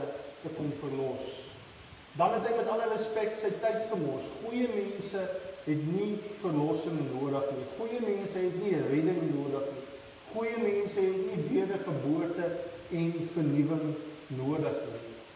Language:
Afrikaans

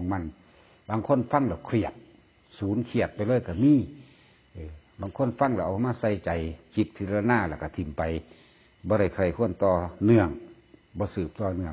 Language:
Northeastern Thai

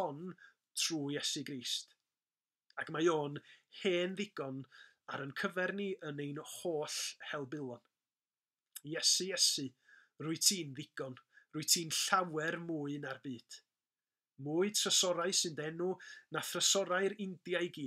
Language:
Welsh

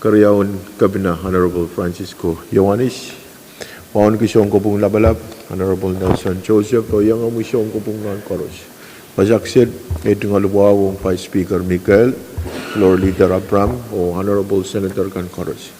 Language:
Pohnpeian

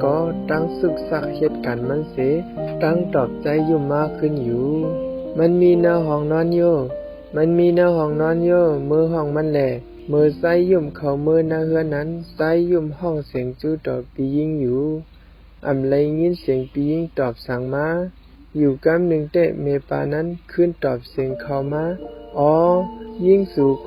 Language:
Shan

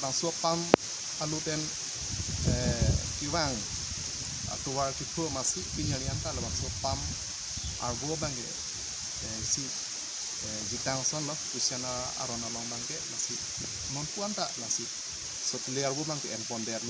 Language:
Karbi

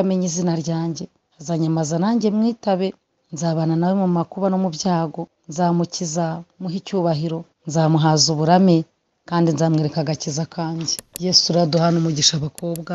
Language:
Kinyarwanda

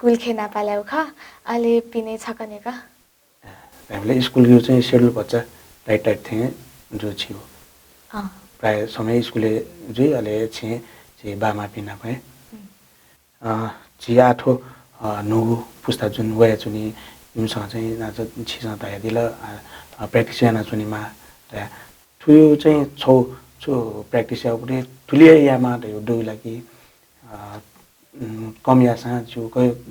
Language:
Newari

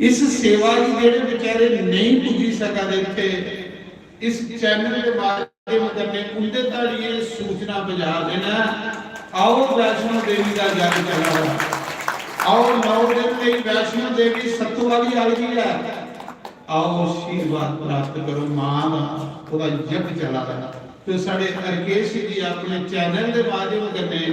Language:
Dogri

